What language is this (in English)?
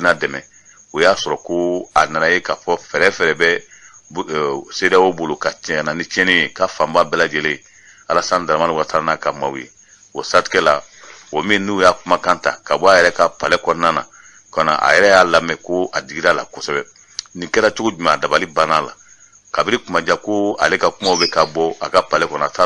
Bambara